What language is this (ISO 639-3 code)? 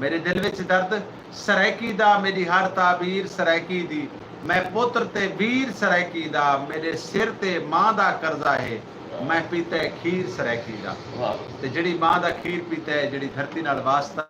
skr